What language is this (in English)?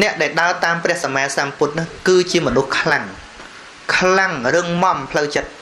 Khmer